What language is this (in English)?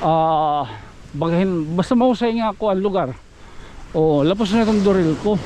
Waray